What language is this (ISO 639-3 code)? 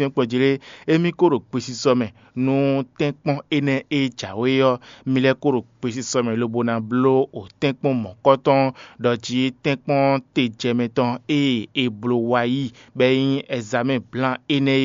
fon